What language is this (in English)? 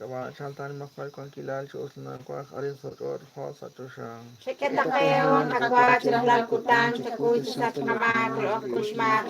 Kekchí